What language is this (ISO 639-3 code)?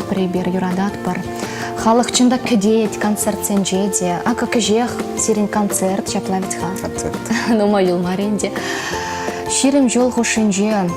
chv